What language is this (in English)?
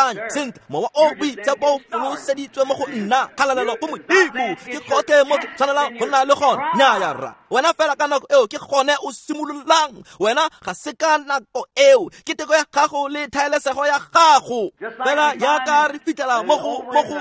Tswana